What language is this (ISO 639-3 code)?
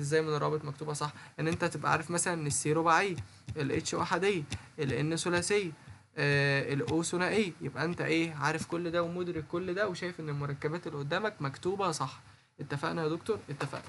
arz